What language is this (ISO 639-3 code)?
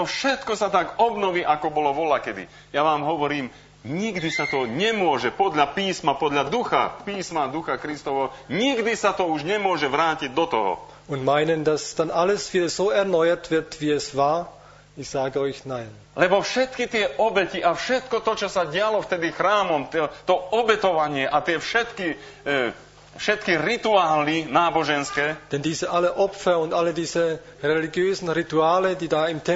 slk